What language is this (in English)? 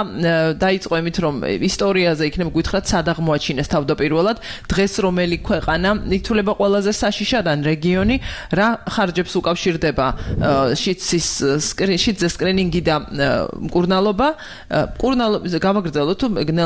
Georgian